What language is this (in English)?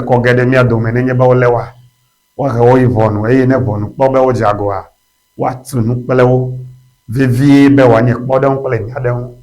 Ewe